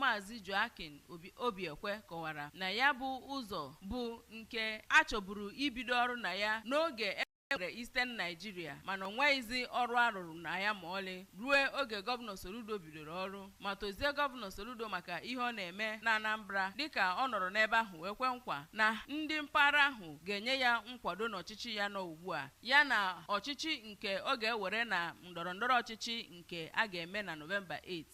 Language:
Igbo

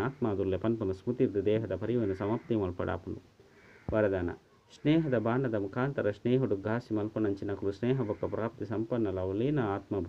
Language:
Tulu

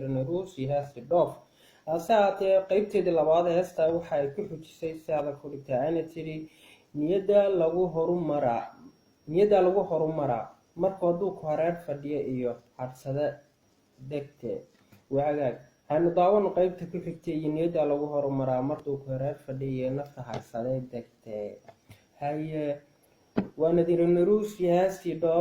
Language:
Somali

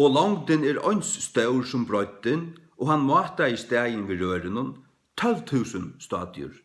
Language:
Faroese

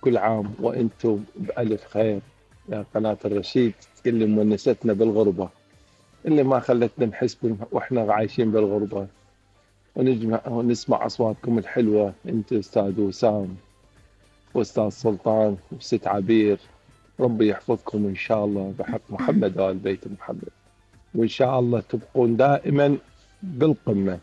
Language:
Mesopotamian Arabic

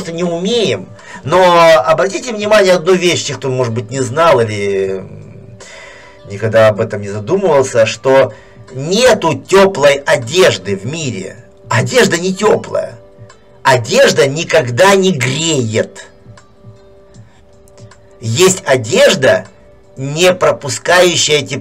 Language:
Russian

